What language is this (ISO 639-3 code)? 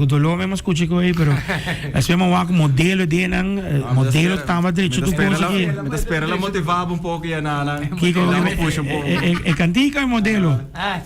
pap